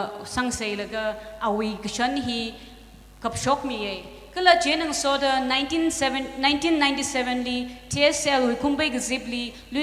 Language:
Tangkhul Naga (India)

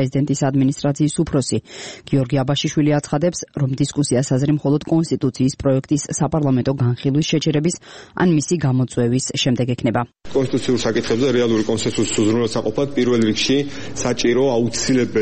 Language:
Georgian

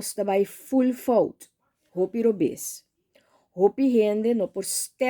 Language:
Papiamento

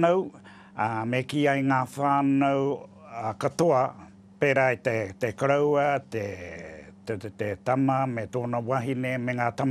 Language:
Māori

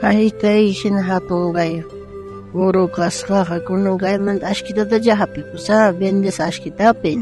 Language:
South Bolivian Quechua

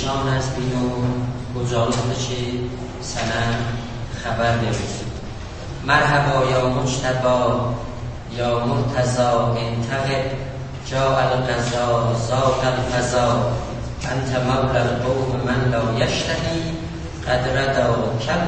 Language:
South Azerbaijani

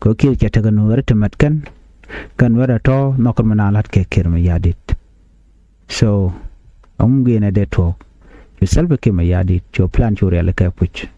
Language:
Nuer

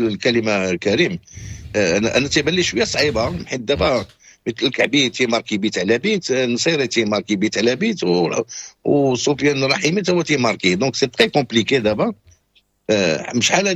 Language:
Moroccan Arabic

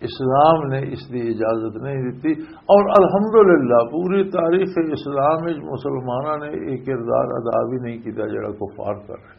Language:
Western Panjabi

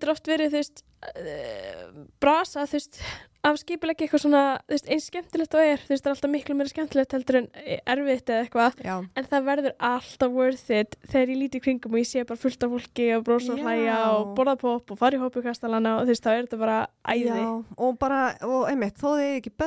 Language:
Icelandic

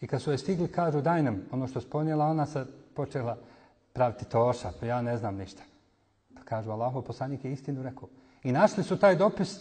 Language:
Bosnian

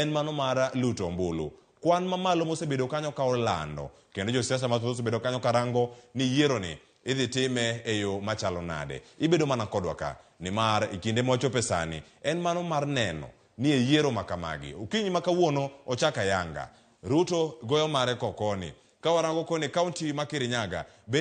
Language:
Luo (Kenya and Tanzania)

